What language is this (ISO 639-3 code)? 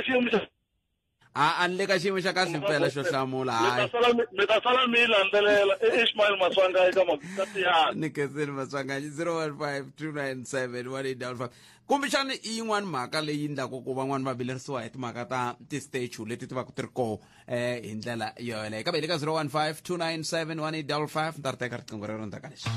tso